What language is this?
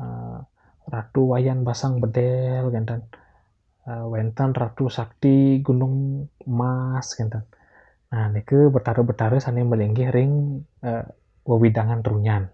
Balinese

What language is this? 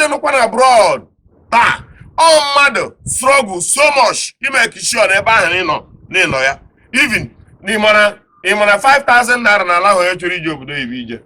Igbo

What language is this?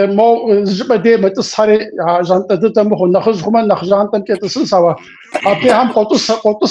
Kabardian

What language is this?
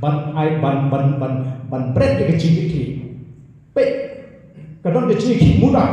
Khasi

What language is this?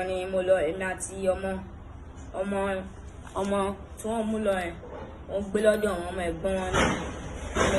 Yoruba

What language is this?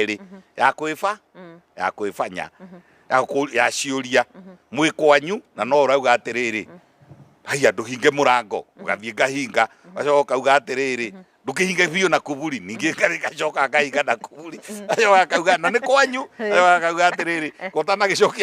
Kikuyu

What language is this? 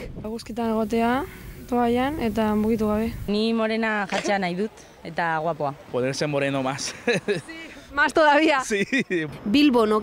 Basque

